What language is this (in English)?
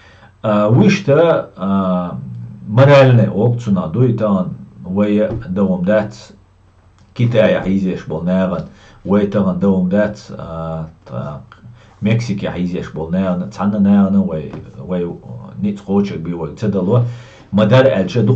Chechen